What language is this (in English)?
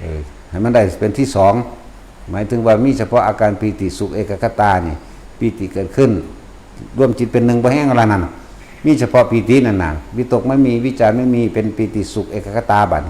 Northeastern Thai